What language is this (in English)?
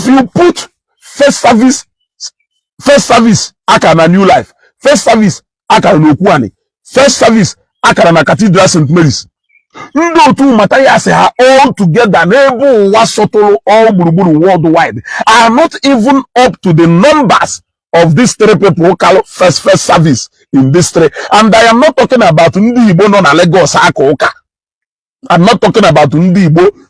Igbo